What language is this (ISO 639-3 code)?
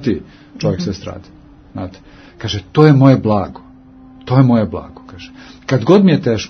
srp